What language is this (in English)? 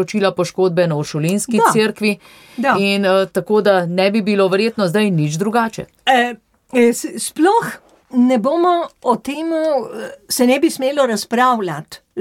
Slovenian